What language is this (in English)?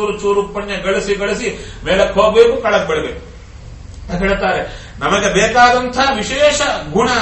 Kannada